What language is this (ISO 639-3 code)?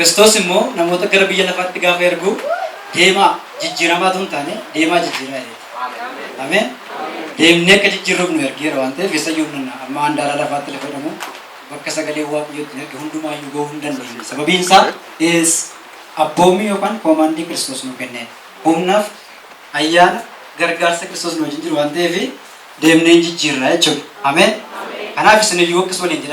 orm